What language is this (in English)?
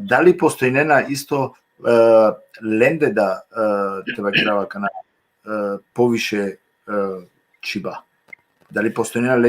Balkan Romani